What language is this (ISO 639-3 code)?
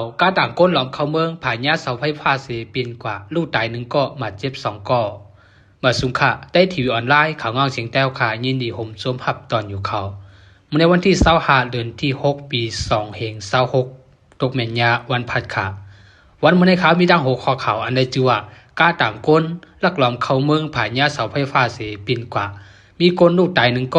shn